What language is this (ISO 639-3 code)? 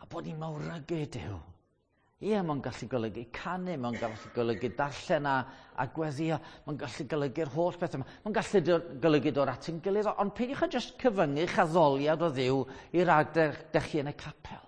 cym